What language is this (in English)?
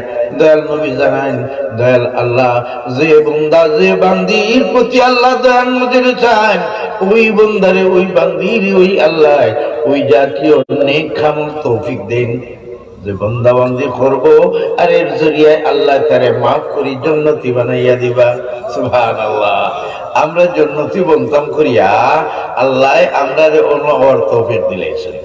Sylheti